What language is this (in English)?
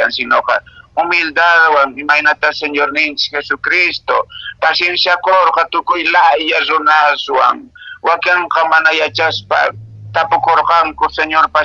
Quechua